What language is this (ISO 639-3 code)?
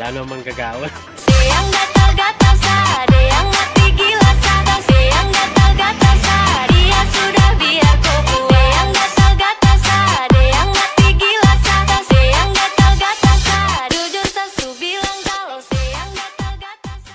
pam